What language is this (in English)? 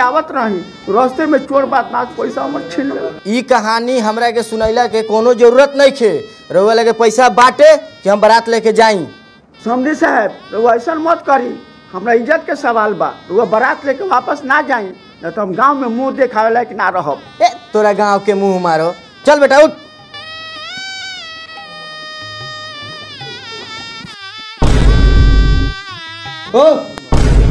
Bhojpuri